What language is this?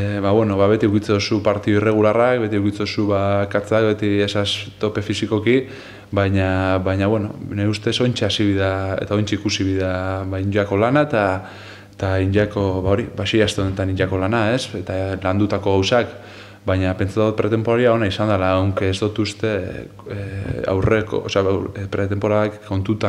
Basque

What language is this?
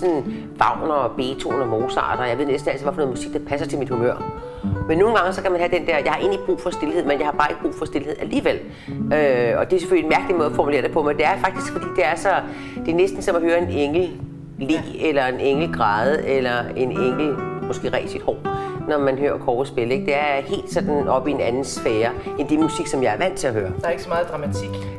Danish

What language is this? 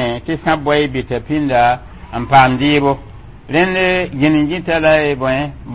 Mossi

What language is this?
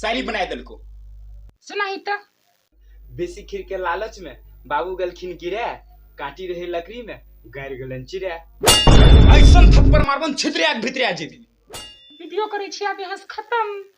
Maithili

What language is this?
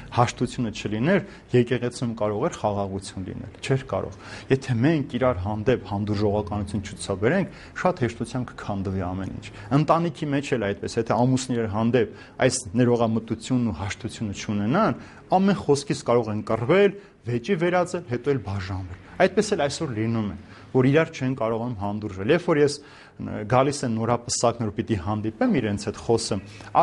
Armenian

